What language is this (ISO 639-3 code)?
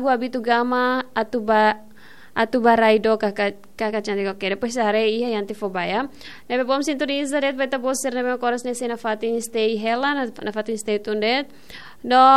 tet